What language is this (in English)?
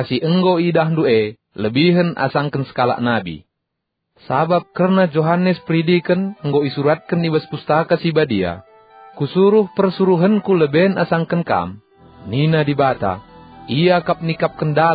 Batak Karo